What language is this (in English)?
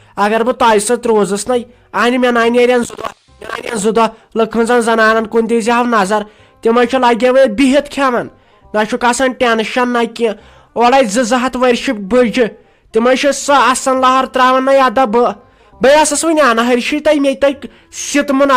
Kashmiri